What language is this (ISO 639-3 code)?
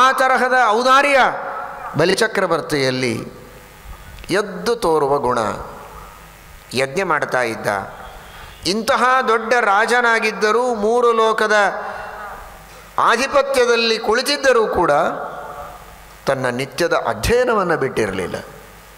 kan